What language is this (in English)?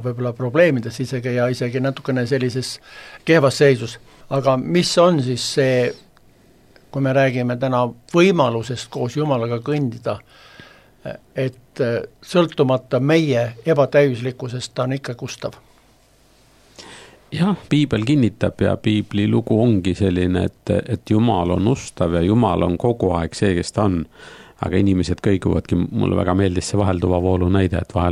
Estonian